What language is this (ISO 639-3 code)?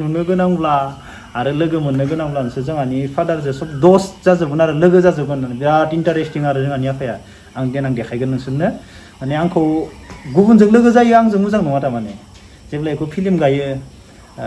brx